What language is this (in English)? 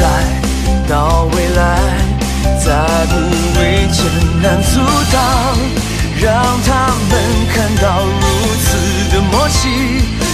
Chinese